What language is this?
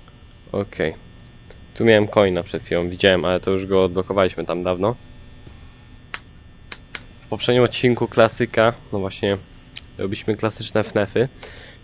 Polish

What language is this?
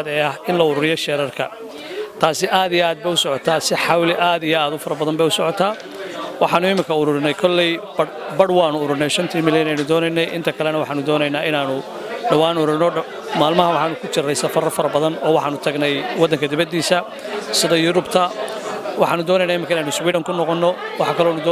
Somali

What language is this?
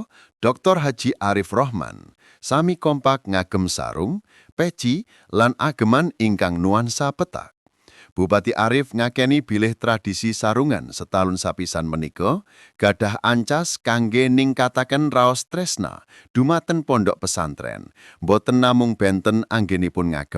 Javanese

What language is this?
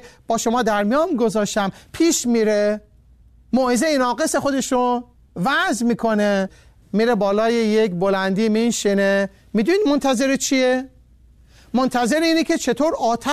Persian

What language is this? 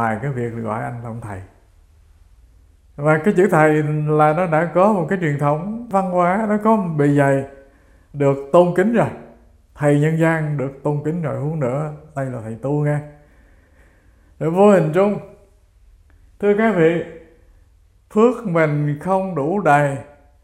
Vietnamese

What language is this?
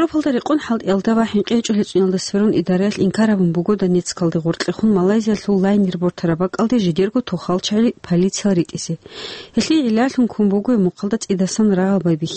Avaric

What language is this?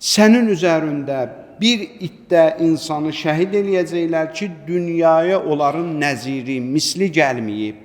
Azerbaijani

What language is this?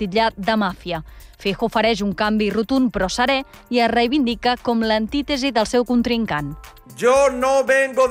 Catalan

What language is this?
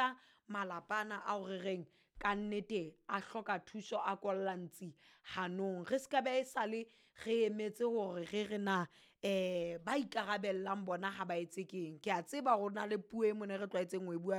Southern Sotho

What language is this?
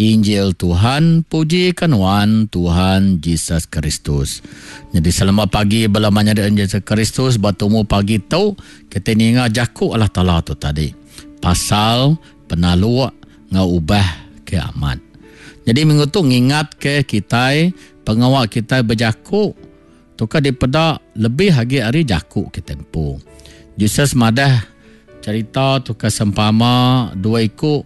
Iban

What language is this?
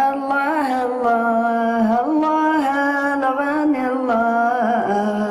Kabyle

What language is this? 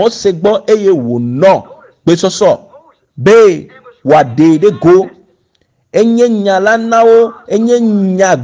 Ewe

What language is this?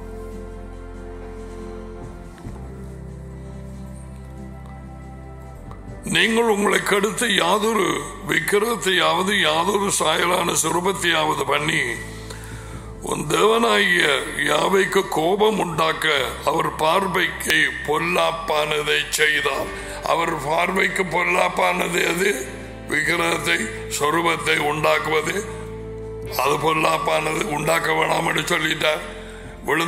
Tamil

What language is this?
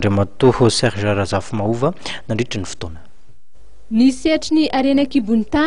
Malagasy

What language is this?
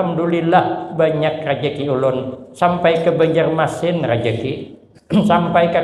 Banjar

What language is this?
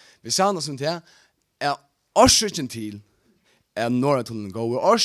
Faroese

